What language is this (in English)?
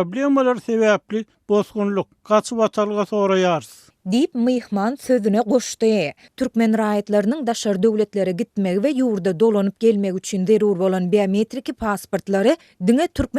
Turkmen